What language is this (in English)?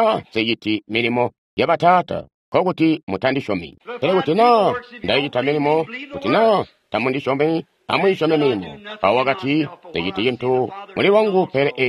Tonga (Zambia)